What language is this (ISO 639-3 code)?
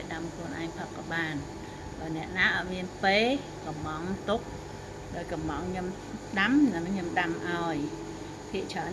khm